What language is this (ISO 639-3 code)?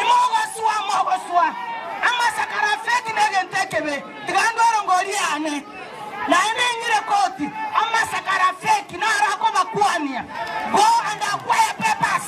guz